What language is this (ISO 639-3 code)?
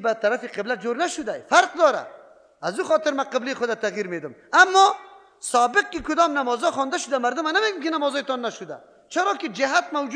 fas